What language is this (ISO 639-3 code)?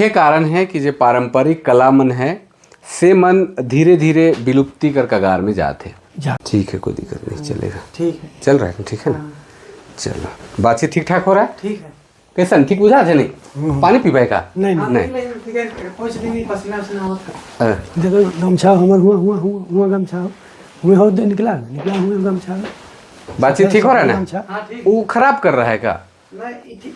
sck